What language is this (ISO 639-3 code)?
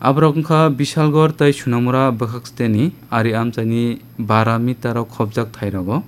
trp